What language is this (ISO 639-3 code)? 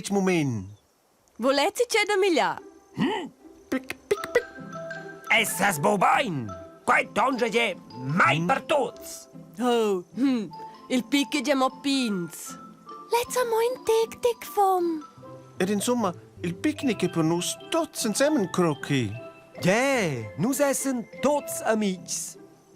roh